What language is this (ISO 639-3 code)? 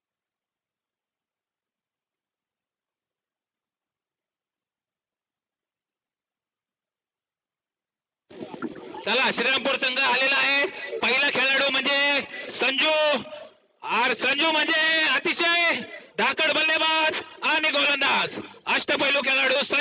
mar